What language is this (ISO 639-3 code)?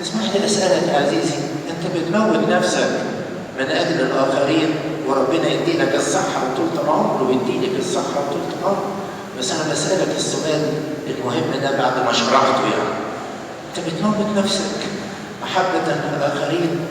arz